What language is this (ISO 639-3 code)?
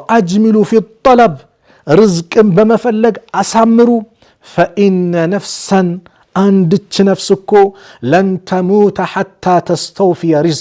amh